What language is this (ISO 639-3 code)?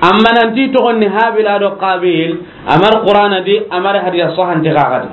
snk